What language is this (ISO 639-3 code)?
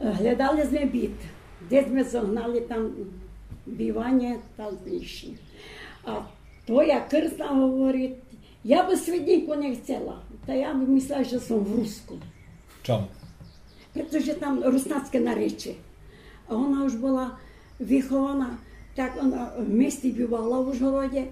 rue